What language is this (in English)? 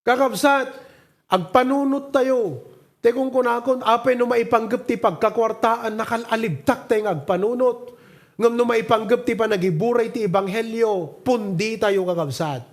Iloko